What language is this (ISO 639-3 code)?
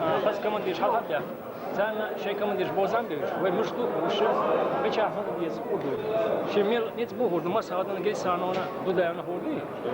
che